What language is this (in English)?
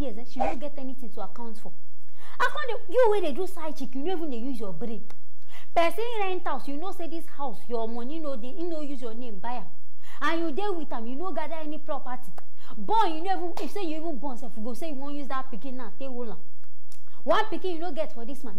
Nigerian Pidgin